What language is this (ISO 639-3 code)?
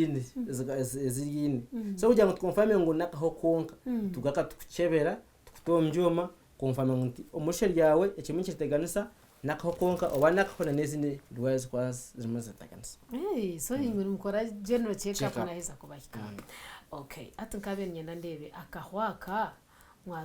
nyn